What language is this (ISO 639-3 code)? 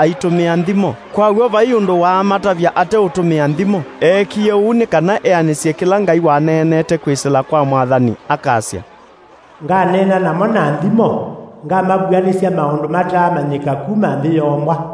kam